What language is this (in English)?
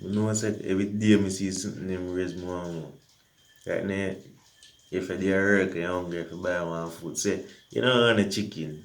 Jamaican Creole English